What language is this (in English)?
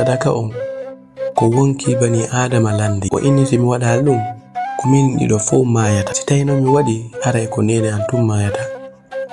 Fula